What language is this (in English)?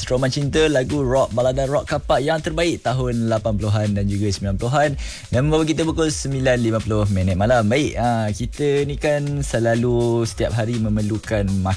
Malay